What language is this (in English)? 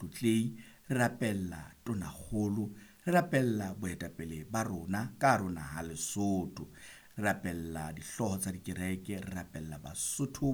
Southern Sotho